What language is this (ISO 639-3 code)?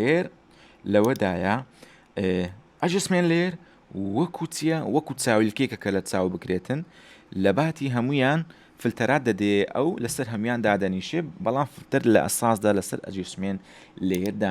ckb